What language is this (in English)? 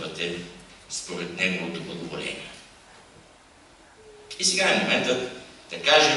Bulgarian